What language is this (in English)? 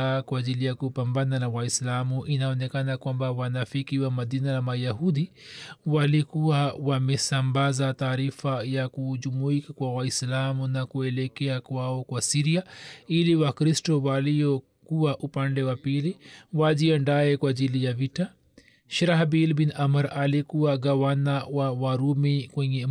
Swahili